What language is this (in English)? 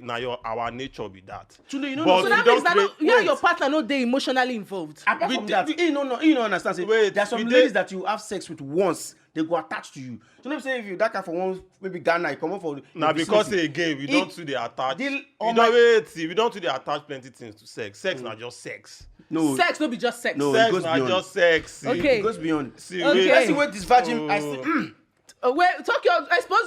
Nigerian Pidgin